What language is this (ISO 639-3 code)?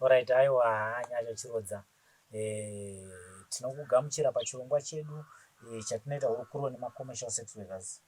sna